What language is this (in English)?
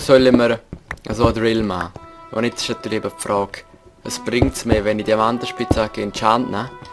Swiss German